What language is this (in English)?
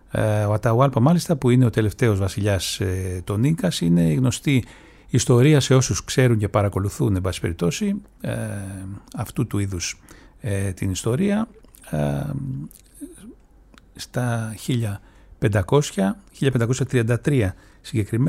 Greek